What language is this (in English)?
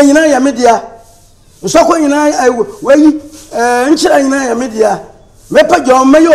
Akan